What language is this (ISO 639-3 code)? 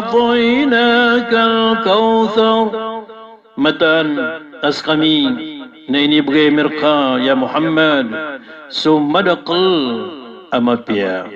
mrw